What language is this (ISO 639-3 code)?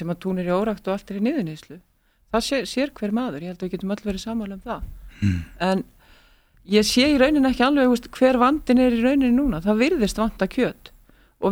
isl